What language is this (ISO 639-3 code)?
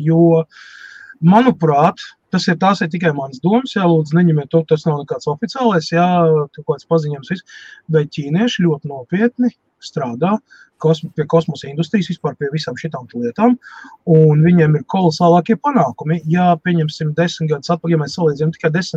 lav